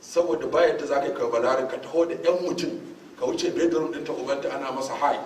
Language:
Hausa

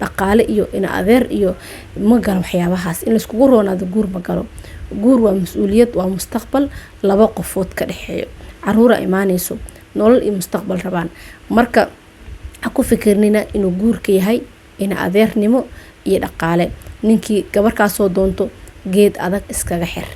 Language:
Somali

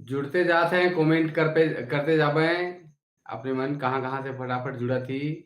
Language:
Sadri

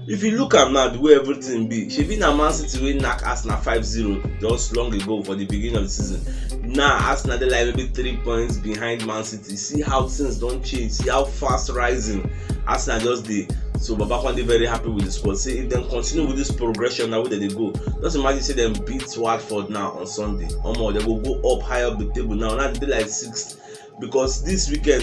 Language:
Nigerian Pidgin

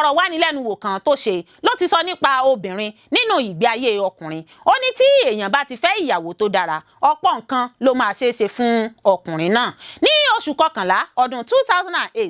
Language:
Yoruba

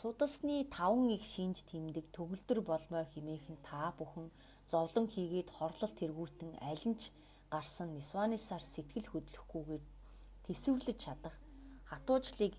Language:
Mongolian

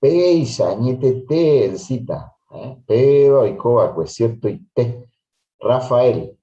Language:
Guarani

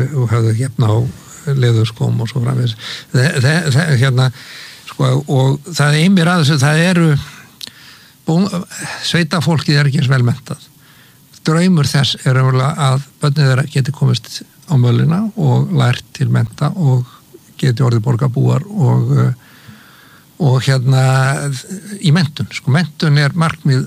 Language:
Icelandic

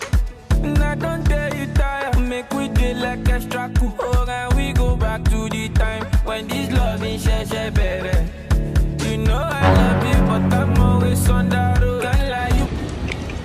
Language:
Nigerian Pidgin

